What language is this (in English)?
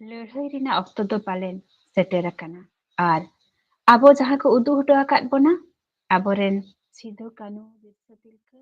Santali